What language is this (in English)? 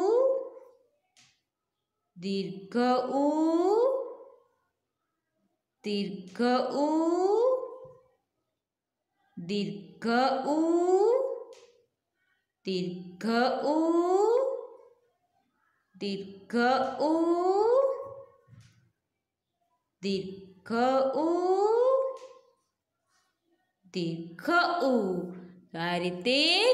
Gujarati